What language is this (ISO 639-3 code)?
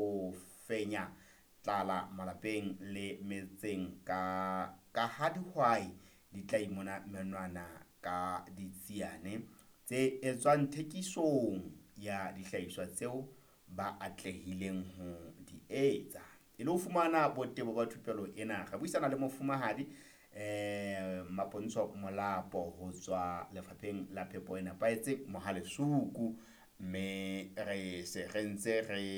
sot